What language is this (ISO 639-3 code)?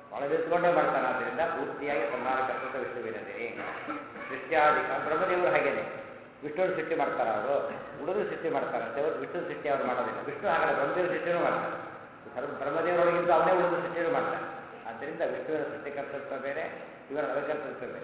kan